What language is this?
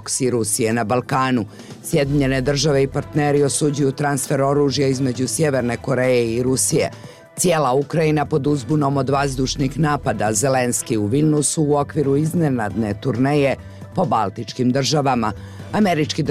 Bosnian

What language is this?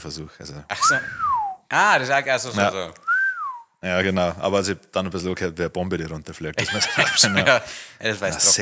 Bavarian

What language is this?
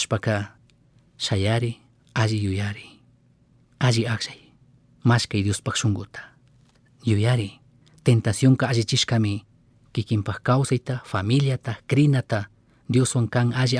Chimborazo Highland Quichua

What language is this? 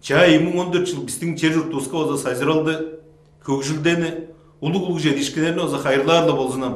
Tuvinian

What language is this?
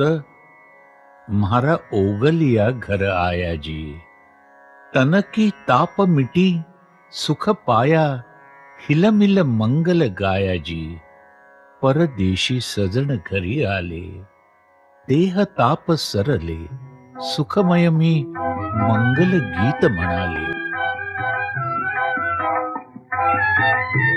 Marathi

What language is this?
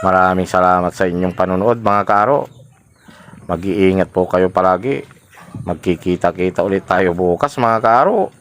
Pangasinan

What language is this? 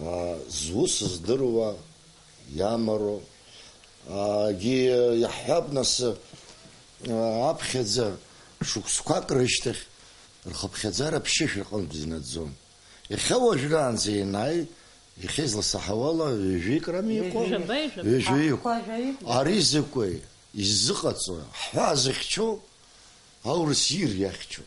Abkhazian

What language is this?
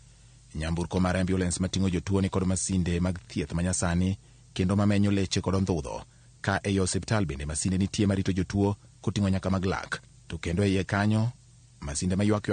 Luo (Kenya and Tanzania)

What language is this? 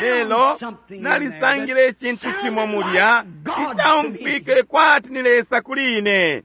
Bemba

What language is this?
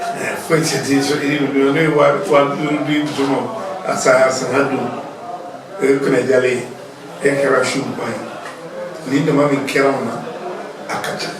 Bambara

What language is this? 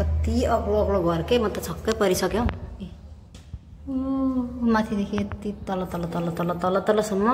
Nepali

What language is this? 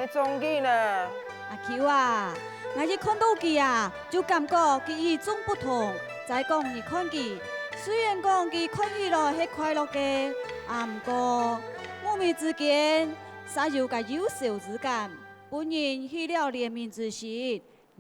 Hakka Chinese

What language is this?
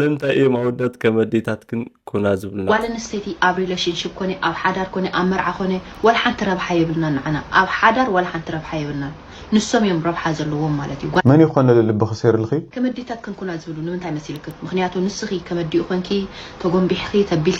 Tigrinya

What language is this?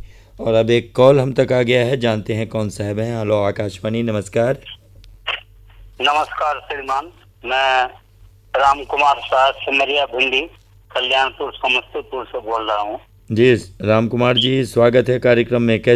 Hindi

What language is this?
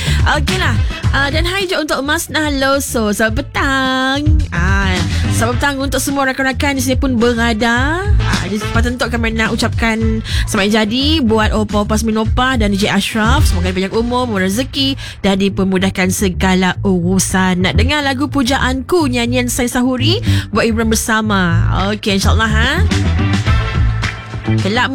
Malay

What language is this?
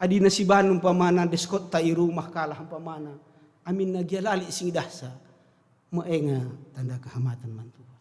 Batak Karo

